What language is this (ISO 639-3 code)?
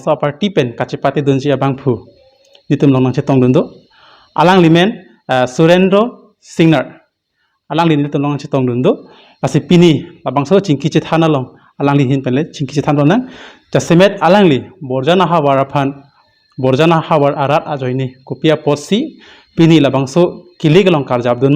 mjw